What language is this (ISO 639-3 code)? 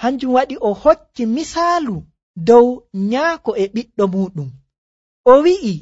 fuv